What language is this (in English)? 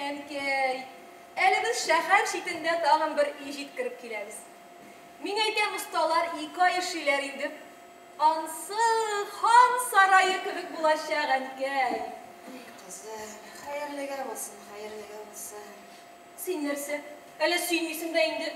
Tatar